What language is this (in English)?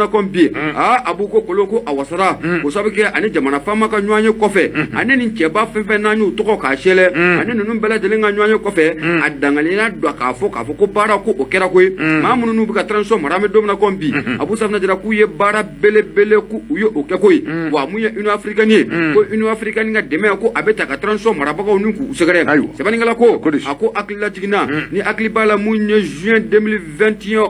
Bambara